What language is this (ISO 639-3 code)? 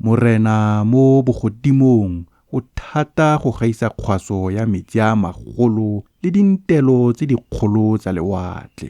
tsn